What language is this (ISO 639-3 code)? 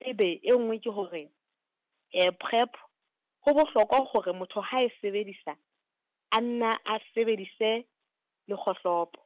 sot